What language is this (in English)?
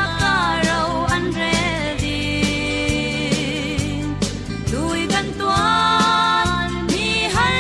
Falam Chin